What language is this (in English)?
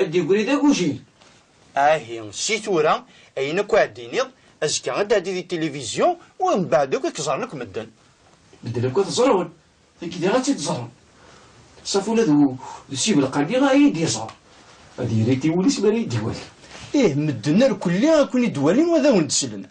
Kabyle